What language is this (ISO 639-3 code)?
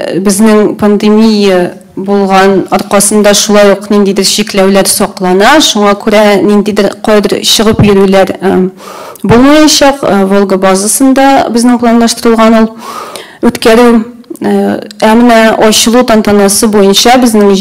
tat